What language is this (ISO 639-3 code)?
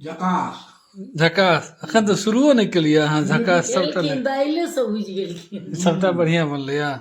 mai